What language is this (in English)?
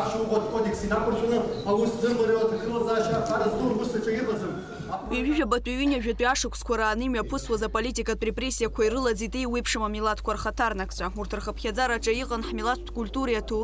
Abkhazian